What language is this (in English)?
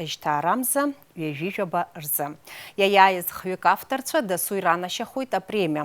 Abkhazian